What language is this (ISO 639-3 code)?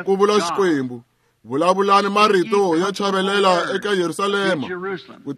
tso